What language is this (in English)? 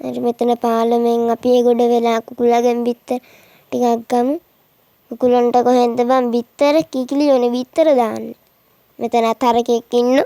Sinhala